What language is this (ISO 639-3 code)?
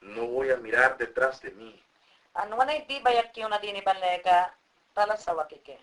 yan